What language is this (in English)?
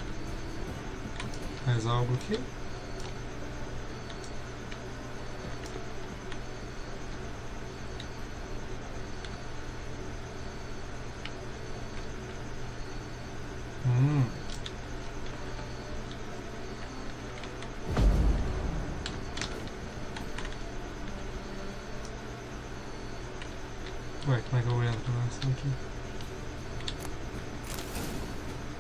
Portuguese